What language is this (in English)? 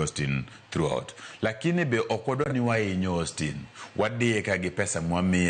Luo (Kenya and Tanzania)